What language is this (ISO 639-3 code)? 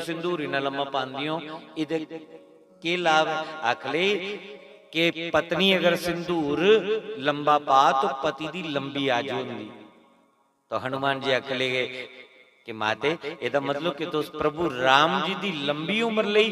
doi